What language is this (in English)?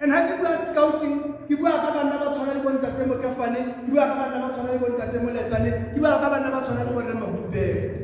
Tswana